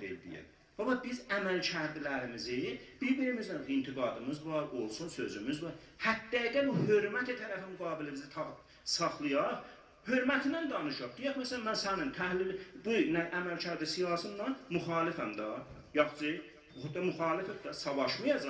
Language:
South Azerbaijani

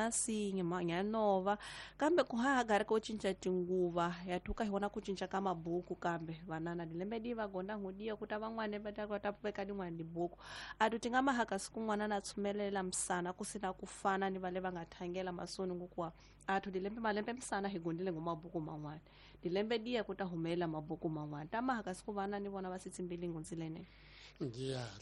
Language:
Tsonga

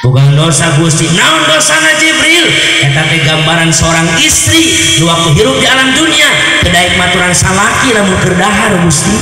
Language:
Sundanese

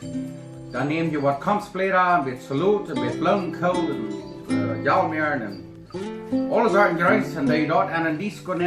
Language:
Plautdietsch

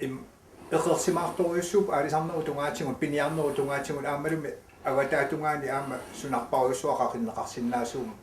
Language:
Kalaallisut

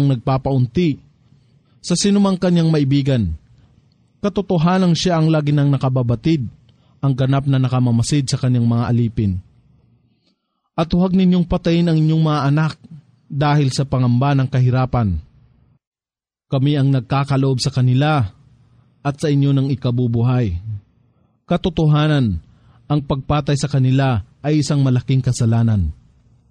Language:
Filipino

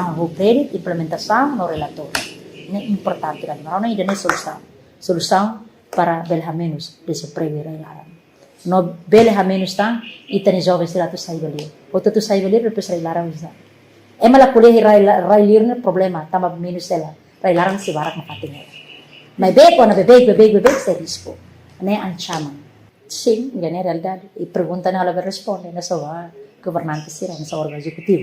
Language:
Tetum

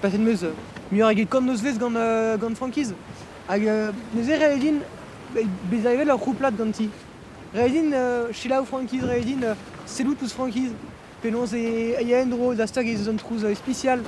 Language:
Breton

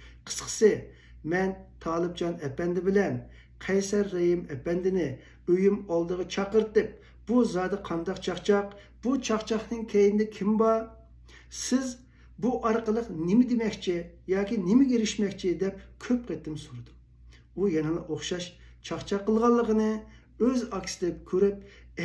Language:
Uyghur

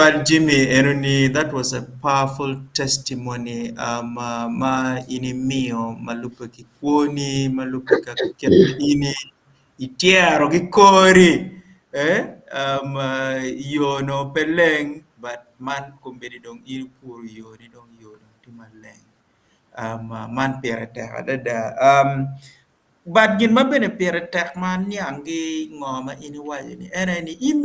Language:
Acoli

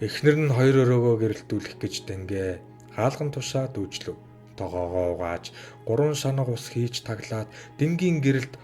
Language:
Mongolian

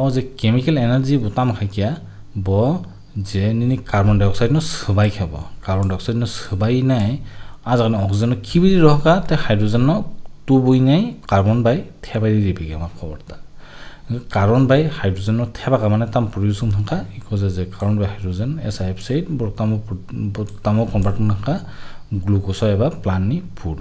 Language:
Kok Borok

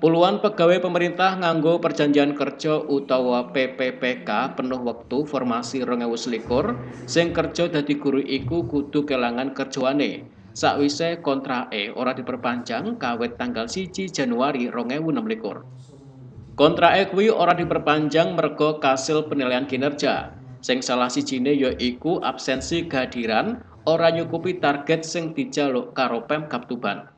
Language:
Javanese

